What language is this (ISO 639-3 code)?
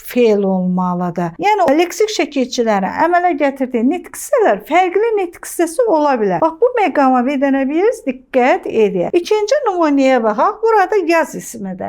aze